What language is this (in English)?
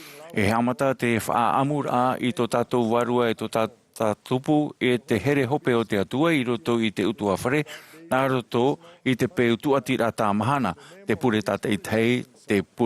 Tahitian